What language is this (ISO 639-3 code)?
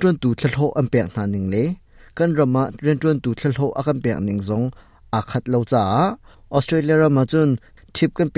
cnh